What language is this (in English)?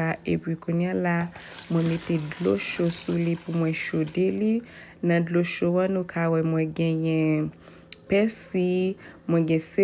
Haitian Creole